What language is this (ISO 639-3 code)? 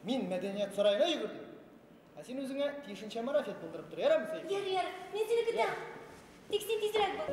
bak